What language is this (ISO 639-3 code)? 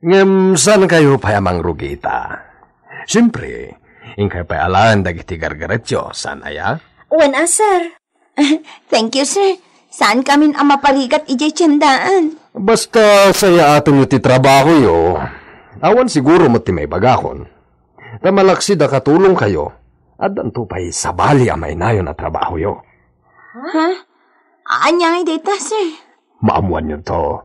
ilo